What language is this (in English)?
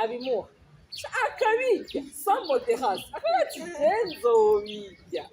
Rundi